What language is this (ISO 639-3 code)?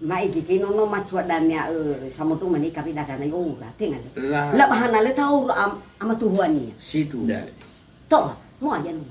nia